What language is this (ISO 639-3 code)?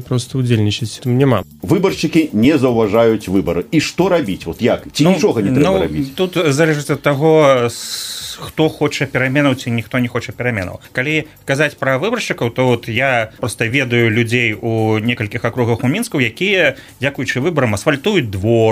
bel